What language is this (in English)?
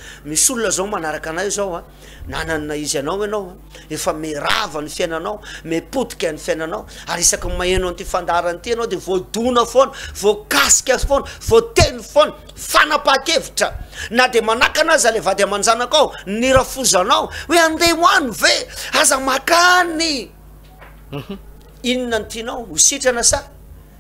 Malagasy